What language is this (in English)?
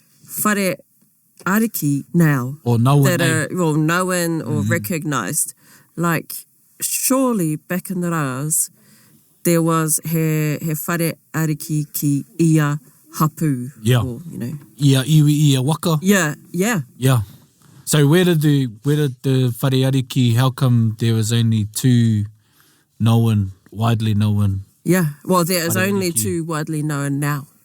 Māori